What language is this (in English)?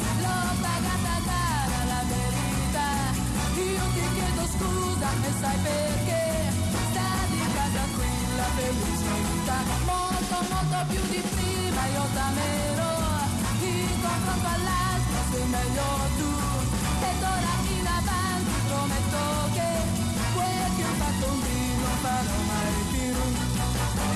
Italian